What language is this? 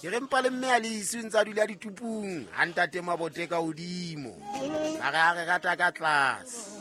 Southern Sotho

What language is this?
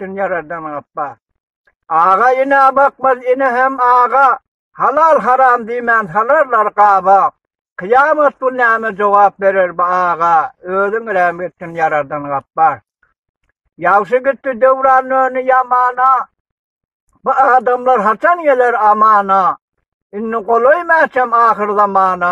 Turkmen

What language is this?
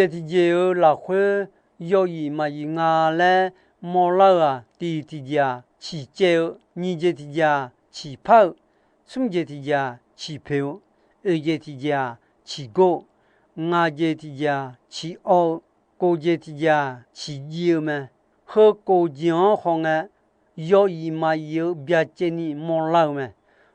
Akha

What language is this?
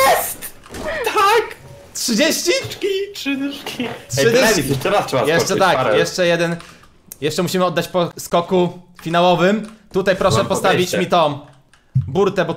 Polish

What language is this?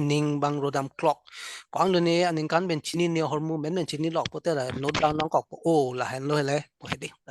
Karbi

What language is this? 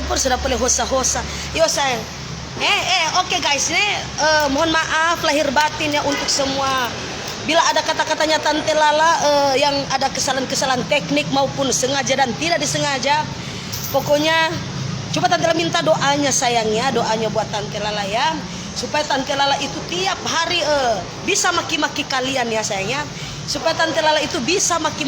Manado Malay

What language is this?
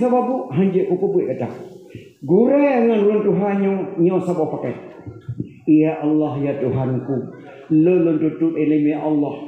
Achinese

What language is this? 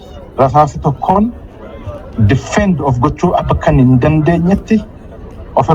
Oromo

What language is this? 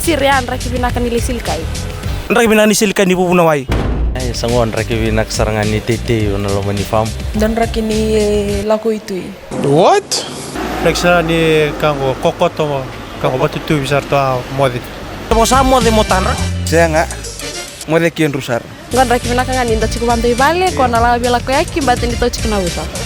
Fijian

